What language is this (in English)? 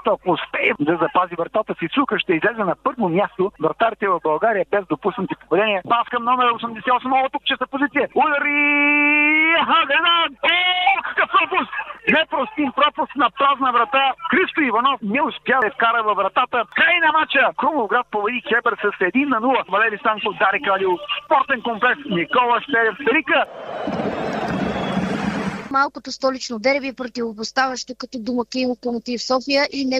Bulgarian